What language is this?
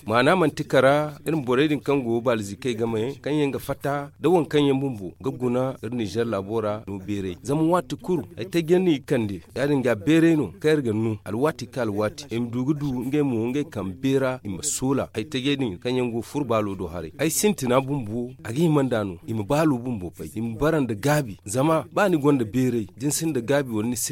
Zarma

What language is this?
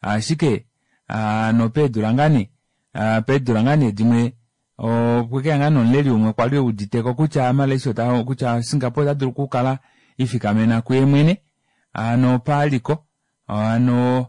Kuanyama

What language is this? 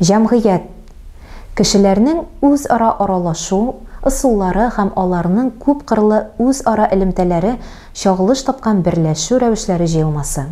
Tatar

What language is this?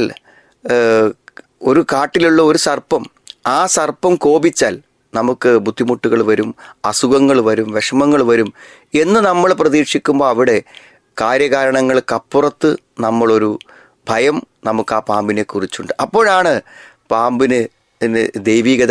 Malayalam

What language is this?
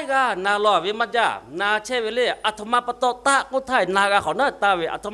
Lahu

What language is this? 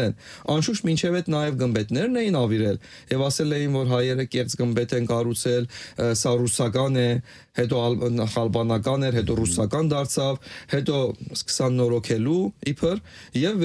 Armenian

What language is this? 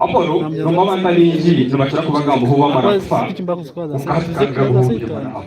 Nyankole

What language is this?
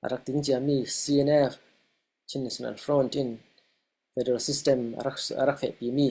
Falam Chin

